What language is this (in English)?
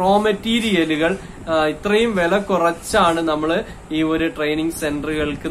Malayalam